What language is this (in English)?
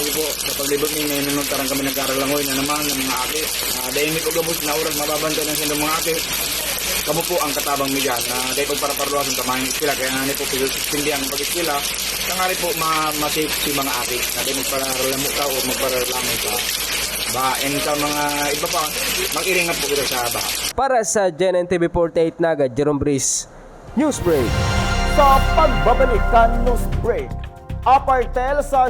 Bikol